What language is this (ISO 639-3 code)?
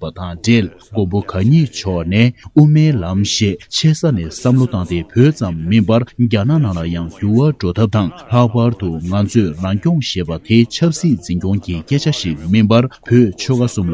bod